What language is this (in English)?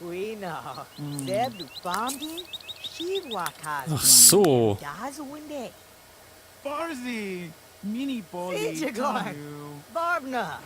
Bavarian